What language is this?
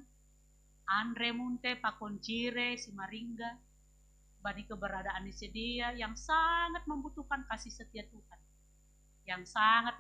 Batak Simalungun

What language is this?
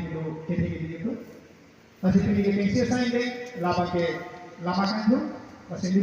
Karbi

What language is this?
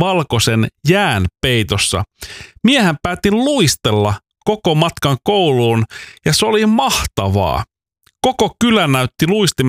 Finnish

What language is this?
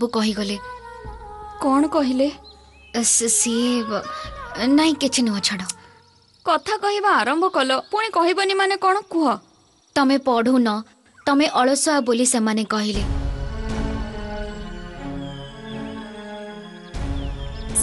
Odia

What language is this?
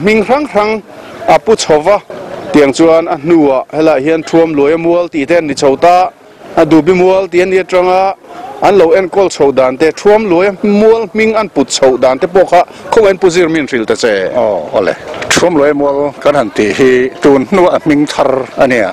Mizo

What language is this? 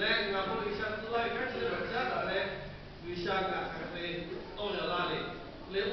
Lahu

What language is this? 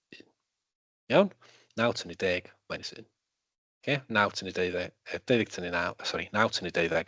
Welsh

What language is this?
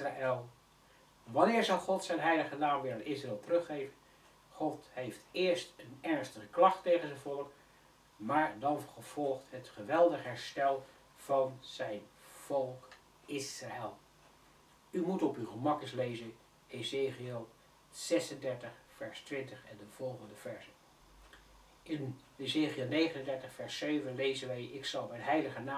Dutch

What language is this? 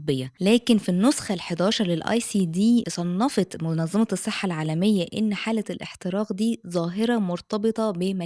Egyptian Arabic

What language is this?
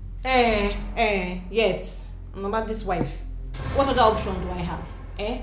Nigerian Pidgin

